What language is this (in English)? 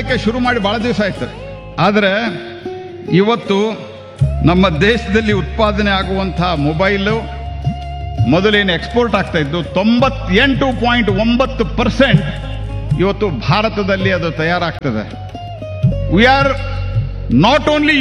Kannada